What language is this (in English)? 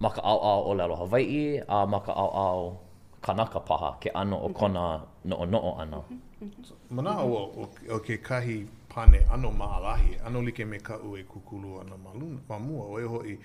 Hawaiian